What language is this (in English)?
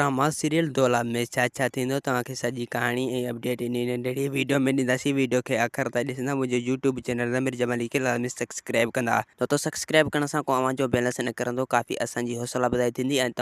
Sindhi